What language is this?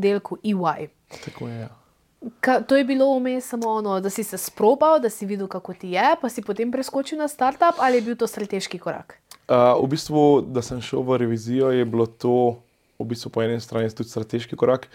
Slovenian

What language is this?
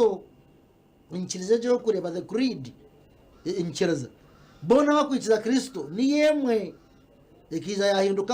Nyankole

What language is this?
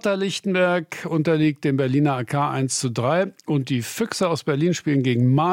German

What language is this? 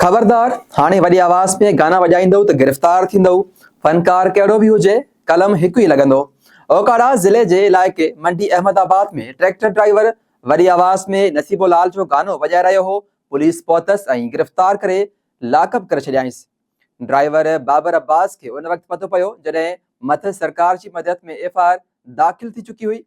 Sindhi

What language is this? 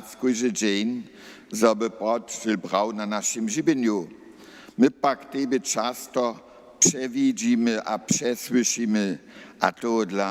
Upper Sorbian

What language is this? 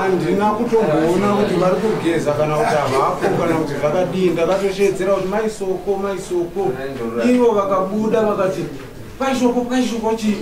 Shona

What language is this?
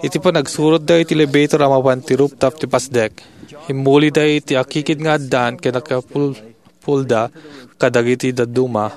Iloko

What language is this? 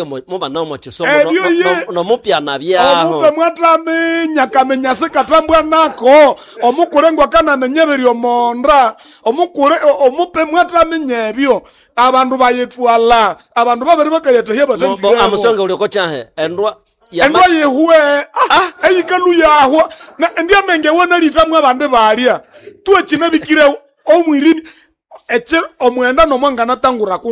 Nande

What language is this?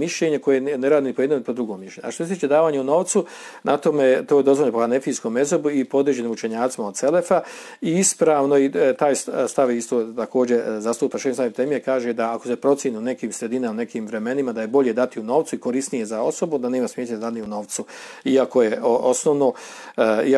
Bosnian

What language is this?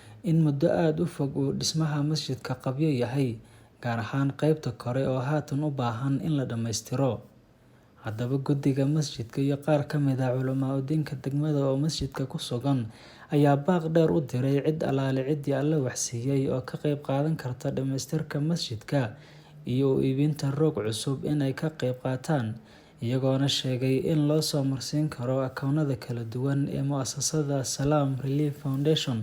Somali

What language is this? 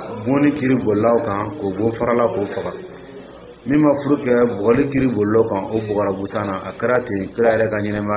Dyula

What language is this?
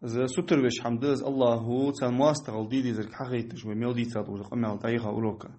Ingush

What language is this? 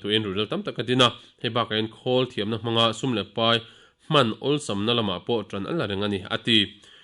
Mizo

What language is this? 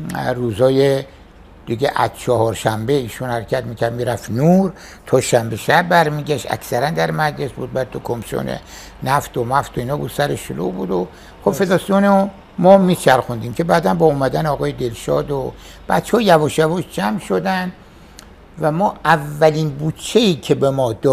Persian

